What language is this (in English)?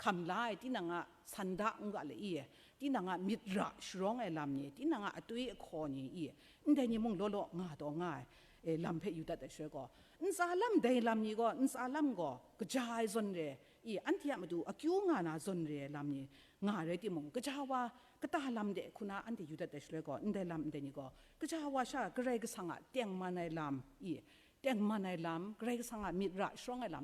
Kachin